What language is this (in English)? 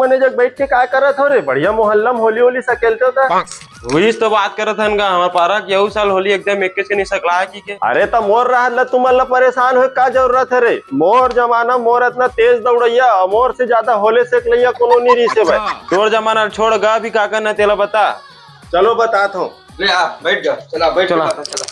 Chhattisgarhi